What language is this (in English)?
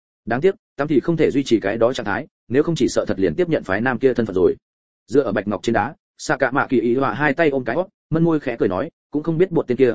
Vietnamese